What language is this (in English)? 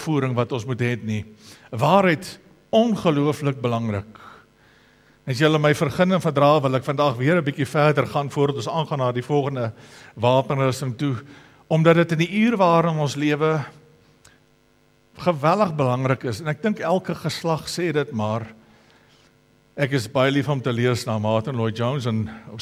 Afrikaans